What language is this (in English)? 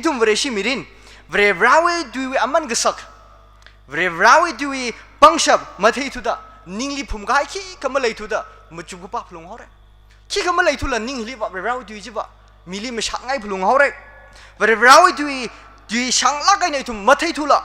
Tangkhul Naga (India)